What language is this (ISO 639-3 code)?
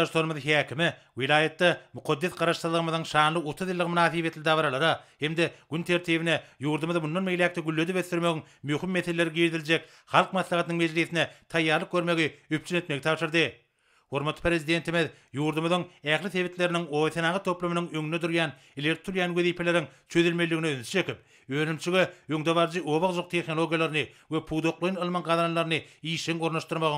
tuk